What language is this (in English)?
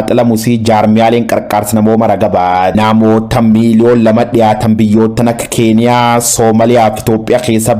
Oromo